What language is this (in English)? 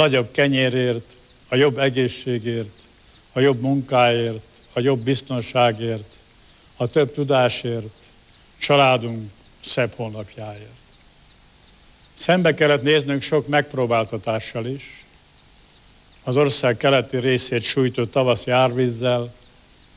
Hungarian